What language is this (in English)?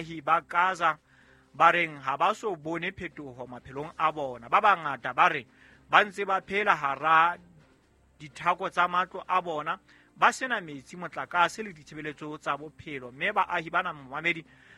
Southern Sotho